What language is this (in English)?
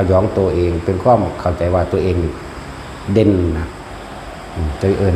Northeastern Thai